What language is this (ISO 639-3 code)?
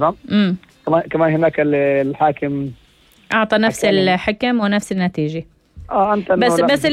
apc